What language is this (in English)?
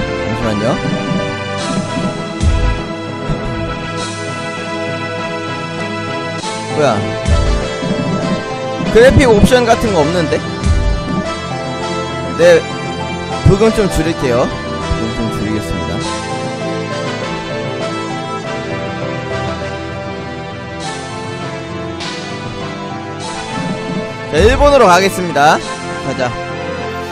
Korean